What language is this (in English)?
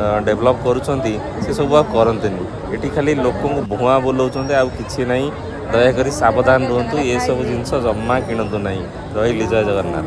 Odia